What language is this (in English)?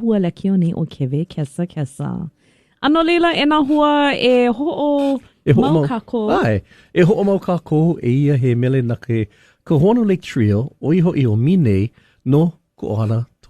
Hawaiian